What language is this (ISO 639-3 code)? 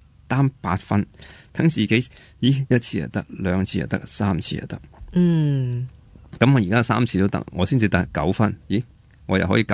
yue